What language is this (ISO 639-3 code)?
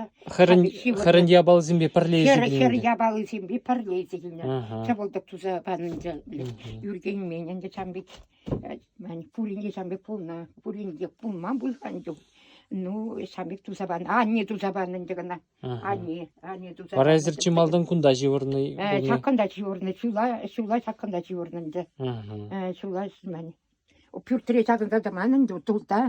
chv